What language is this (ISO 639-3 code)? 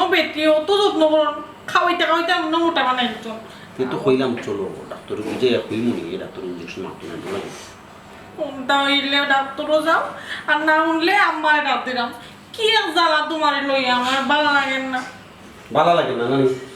syl